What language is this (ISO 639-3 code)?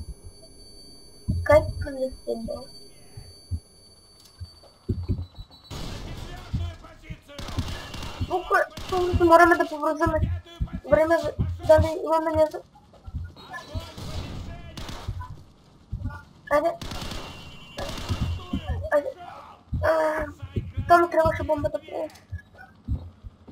bul